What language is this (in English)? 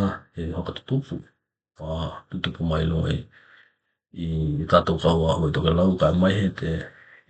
Tokelau